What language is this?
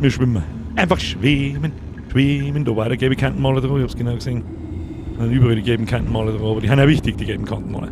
Bavarian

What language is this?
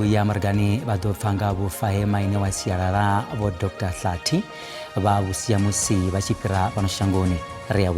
Venda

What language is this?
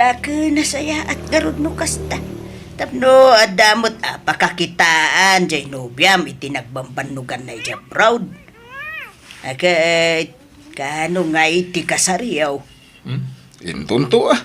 Iloko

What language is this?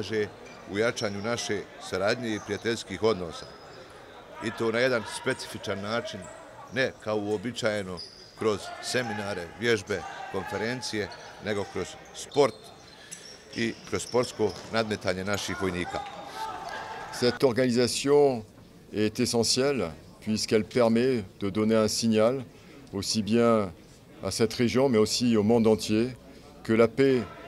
Bosnian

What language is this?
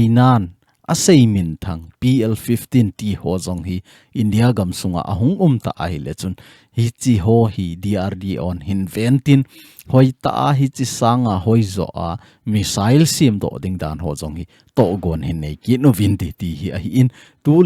Thado Chin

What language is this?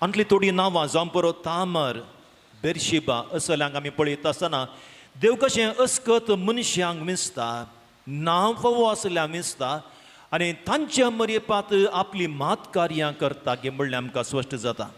Konkani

